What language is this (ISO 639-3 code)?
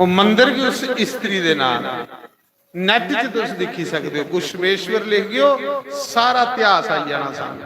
doi